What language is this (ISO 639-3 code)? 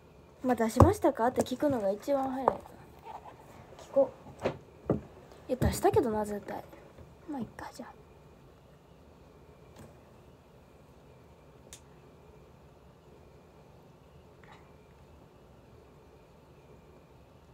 jpn